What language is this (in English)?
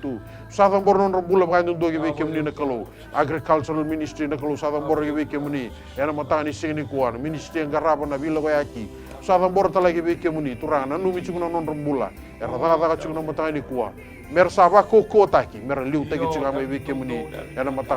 Fijian